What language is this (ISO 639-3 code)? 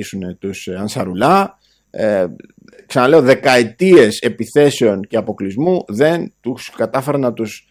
ell